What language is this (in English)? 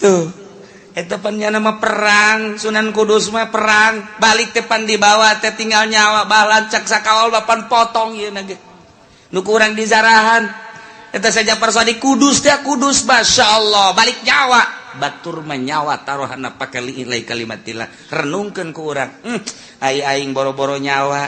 Sundanese